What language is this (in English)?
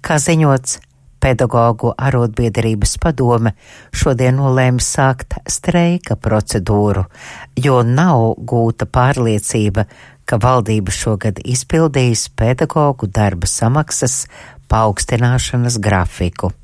Latvian